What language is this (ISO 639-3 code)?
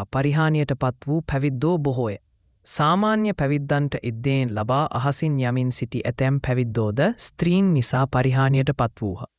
sin